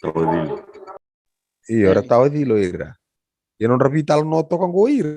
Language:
Fijian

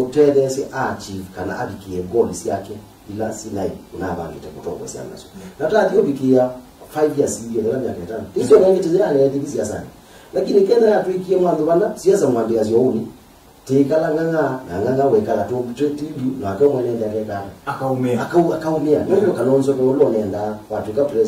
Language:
Kamba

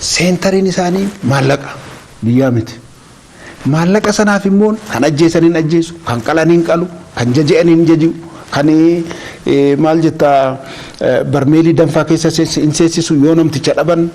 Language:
Oromo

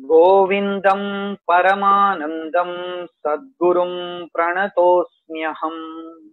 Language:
Sanskrit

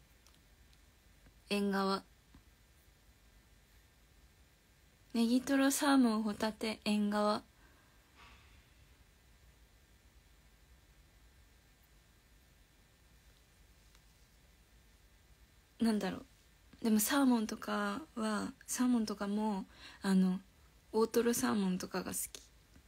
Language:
Japanese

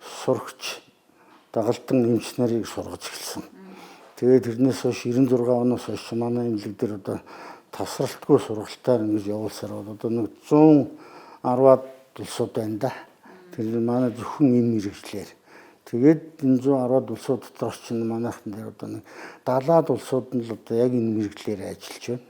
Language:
Mongolian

